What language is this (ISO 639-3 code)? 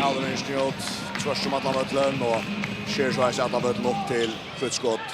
fao